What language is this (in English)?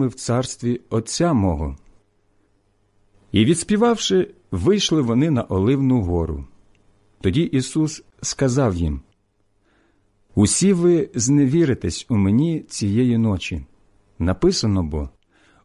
Ukrainian